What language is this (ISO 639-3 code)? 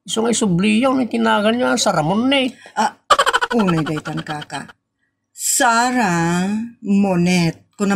ilo